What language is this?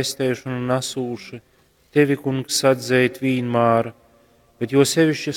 Latgalian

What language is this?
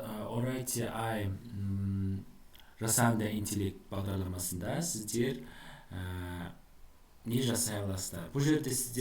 Kazakh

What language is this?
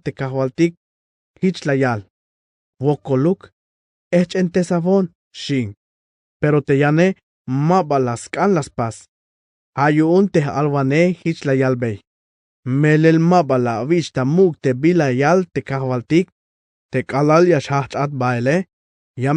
Tzeltal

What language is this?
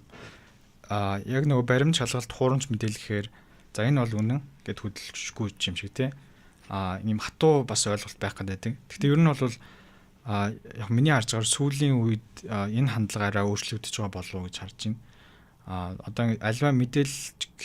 Mongolian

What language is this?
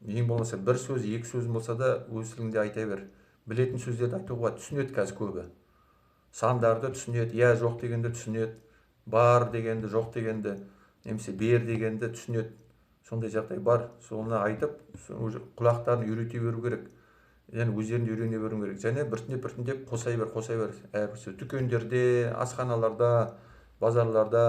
Kazakh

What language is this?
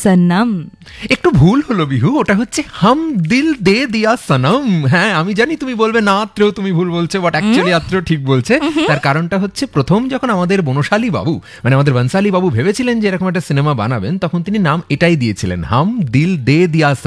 Bangla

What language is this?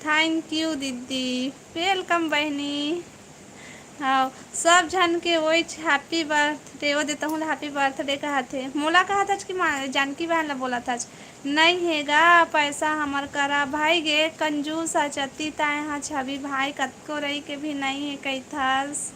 Chhattisgarhi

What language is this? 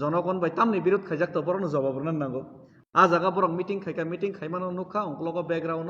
Kok Borok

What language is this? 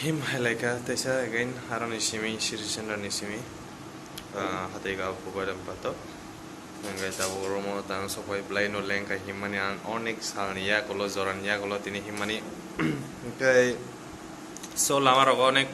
Kok Borok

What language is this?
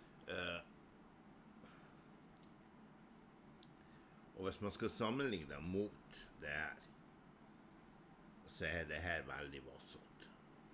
Norwegian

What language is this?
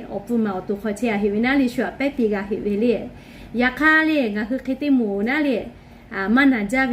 Lahu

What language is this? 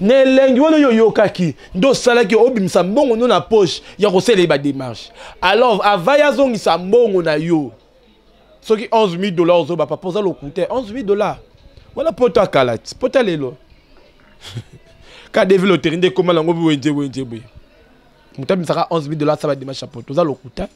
Lingala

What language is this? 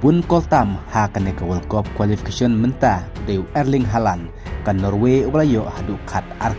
Khasi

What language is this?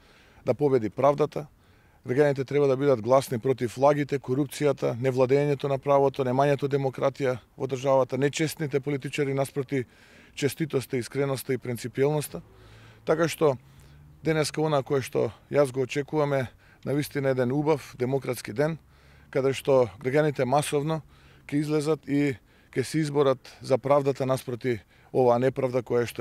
Macedonian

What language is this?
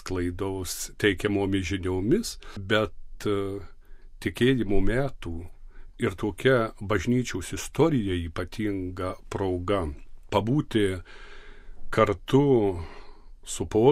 Lithuanian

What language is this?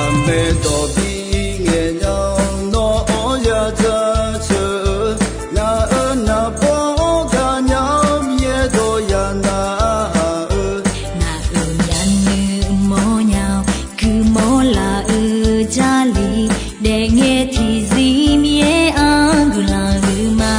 Akha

